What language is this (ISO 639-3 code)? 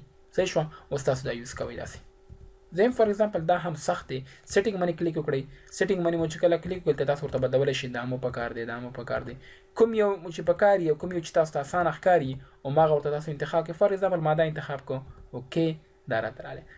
pus